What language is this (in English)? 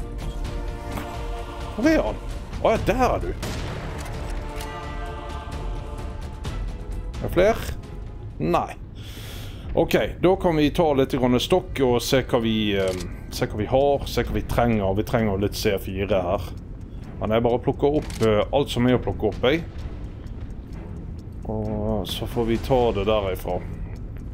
Norwegian